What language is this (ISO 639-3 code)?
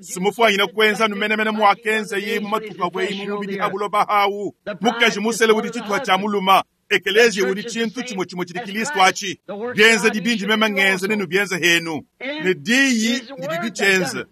lua